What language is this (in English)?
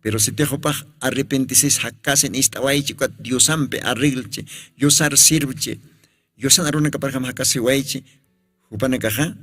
Aymara